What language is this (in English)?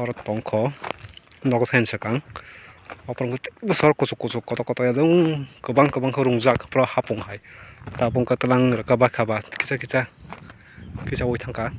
Kok Borok